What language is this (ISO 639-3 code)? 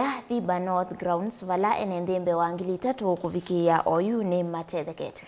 kam